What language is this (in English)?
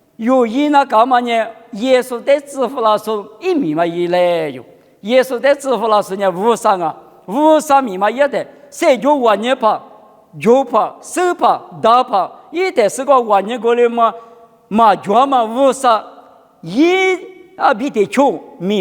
Lisu